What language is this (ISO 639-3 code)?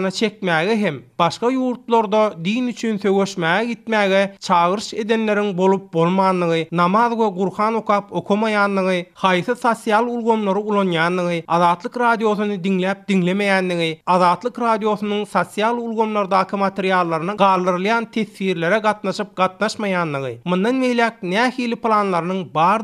tuk